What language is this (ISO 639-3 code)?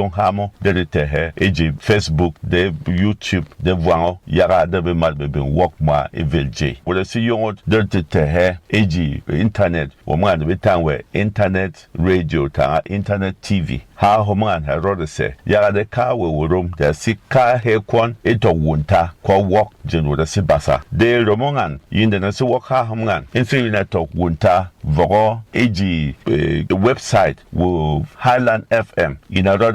bom